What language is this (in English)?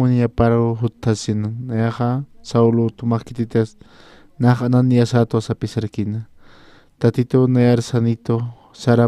Aymara